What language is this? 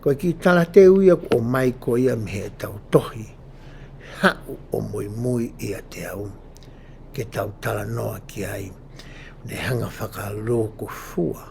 Tongan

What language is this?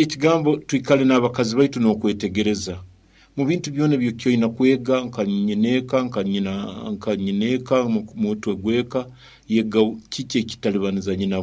Nyoro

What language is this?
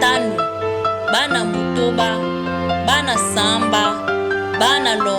Duala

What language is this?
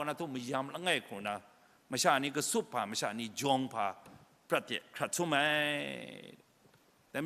Kachin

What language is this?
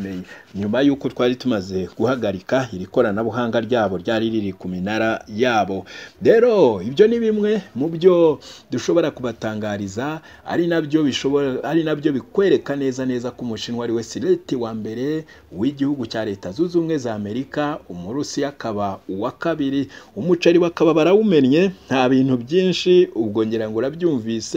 Kinyarwanda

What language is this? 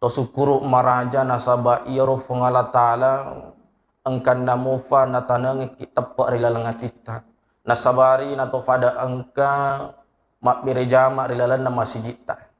Buginese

